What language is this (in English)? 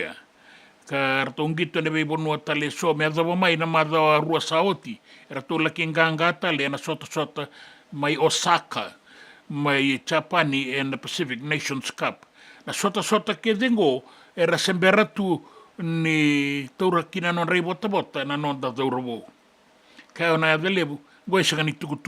Fijian